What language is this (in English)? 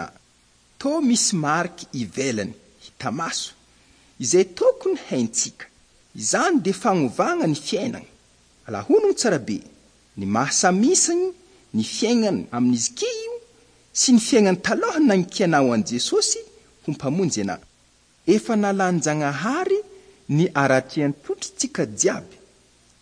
Malagasy